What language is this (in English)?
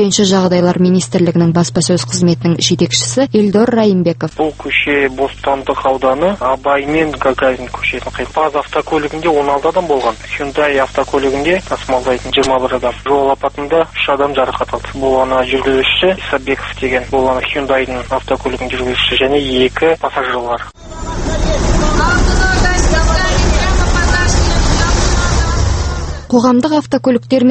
Kazakh